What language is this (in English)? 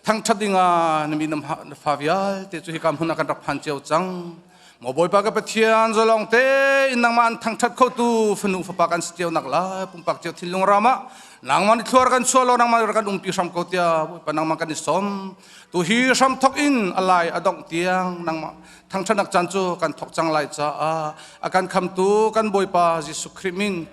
Hakha Chin